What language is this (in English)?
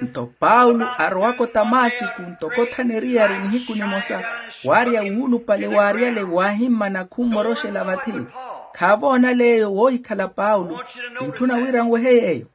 Makhuwa